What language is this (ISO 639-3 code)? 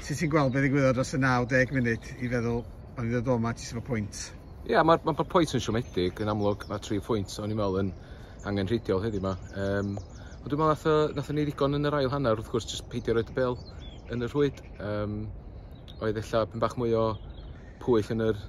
cym